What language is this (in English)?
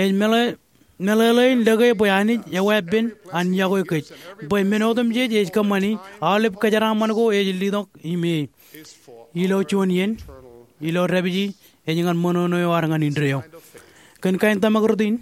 Marshallese